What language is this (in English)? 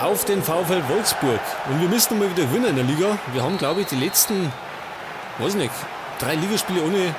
Bavarian